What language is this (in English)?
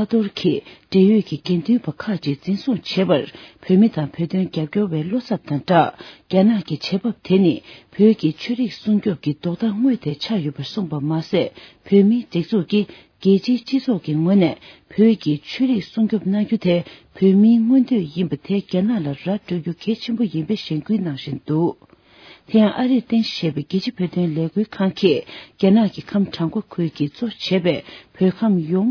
Tibetan